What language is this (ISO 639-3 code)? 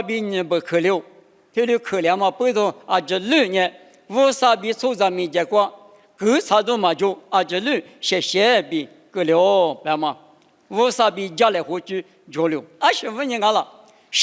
lis